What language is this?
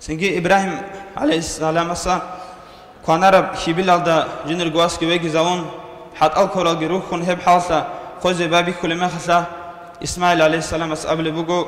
Avaric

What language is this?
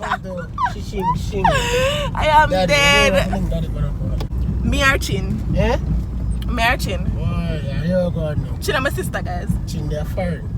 Jamaican Creole English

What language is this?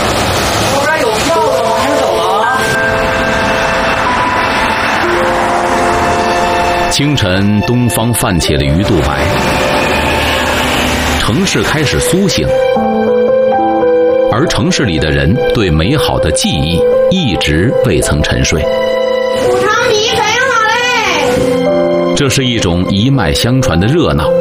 Chinese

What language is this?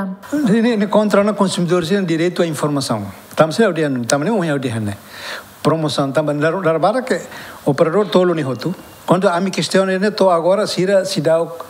Tetum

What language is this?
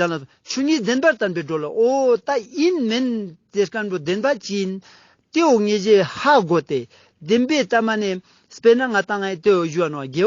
Ladakhi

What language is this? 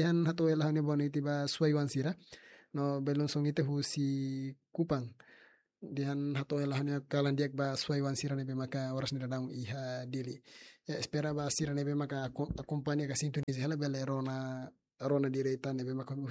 Tetum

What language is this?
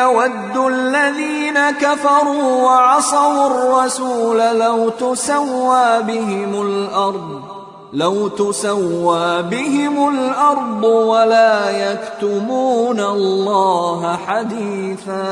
Tajik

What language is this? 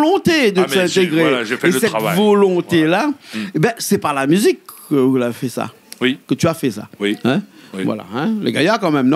Réunion Creole French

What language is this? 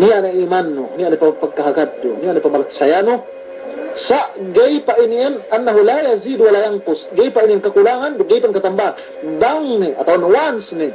Yakan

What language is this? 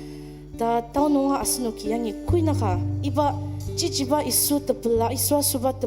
Ao Naga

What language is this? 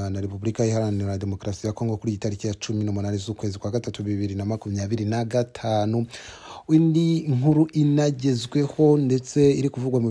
Kinyarwanda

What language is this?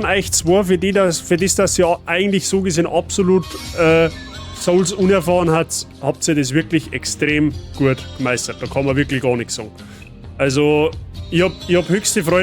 Bavarian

